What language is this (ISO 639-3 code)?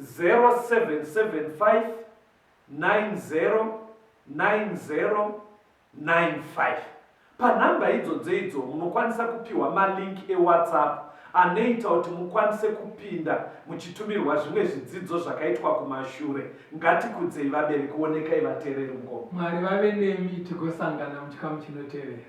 sna